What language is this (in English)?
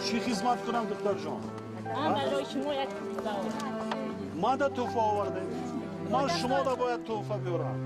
Tajik